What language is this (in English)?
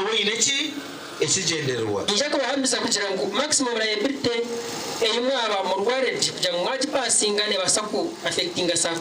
Nyankole